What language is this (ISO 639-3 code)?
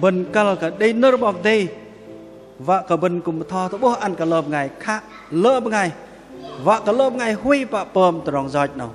bdq